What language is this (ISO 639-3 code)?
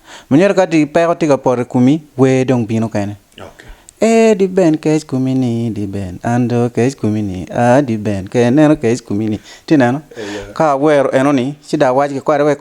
ach